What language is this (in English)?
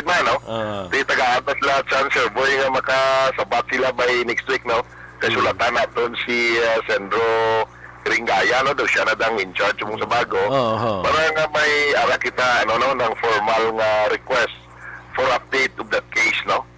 Hiligaynon